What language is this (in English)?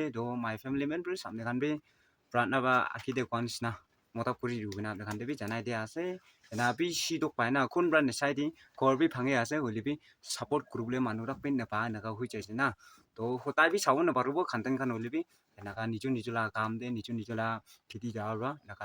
Naga Pidgin